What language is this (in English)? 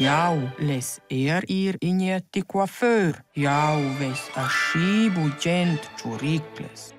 Romansh